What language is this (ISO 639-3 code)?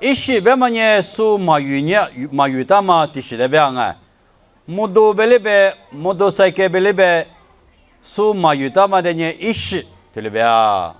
lis